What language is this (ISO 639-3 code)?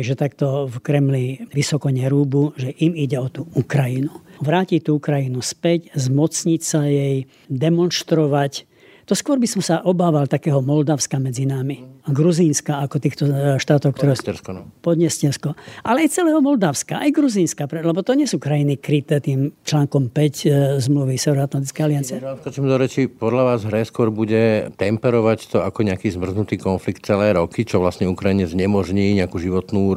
slk